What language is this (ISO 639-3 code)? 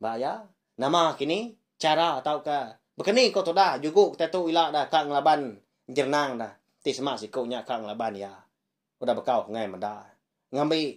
iba